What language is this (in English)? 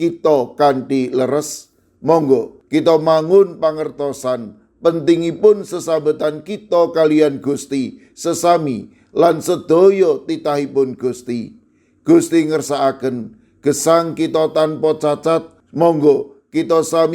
Javanese